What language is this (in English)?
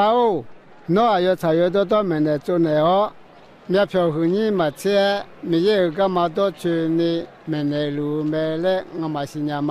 Akha